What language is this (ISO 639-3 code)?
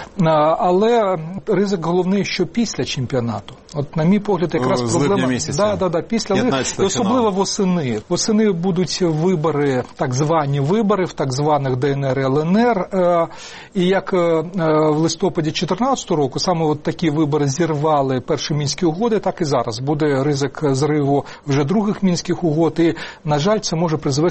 ukr